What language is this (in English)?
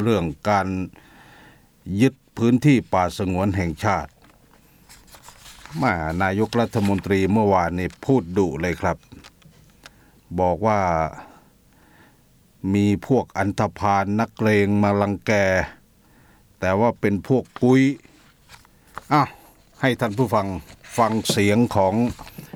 Thai